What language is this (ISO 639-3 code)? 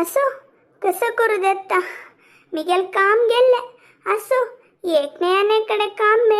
kok